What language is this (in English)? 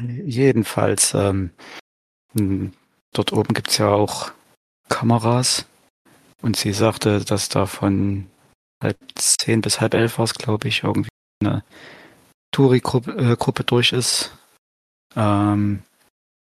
German